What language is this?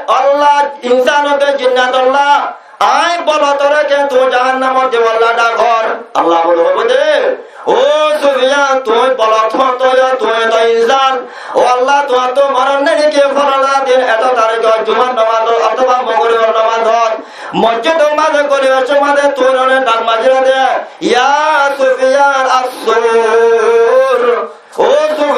Rohingya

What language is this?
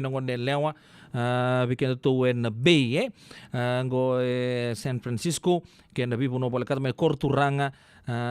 Fijian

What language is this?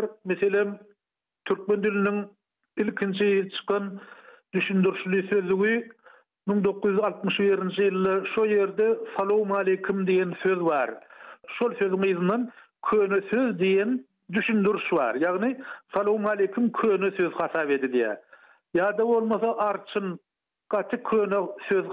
Turkmen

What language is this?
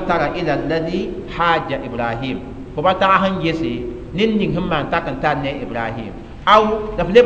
Mossi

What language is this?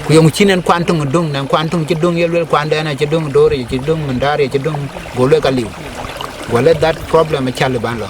Dinka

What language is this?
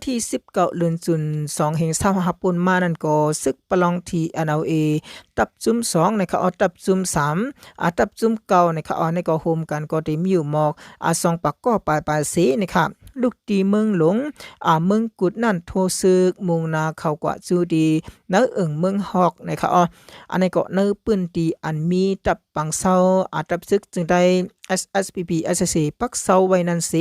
Shan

